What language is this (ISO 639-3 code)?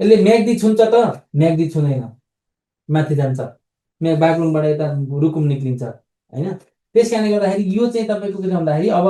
nep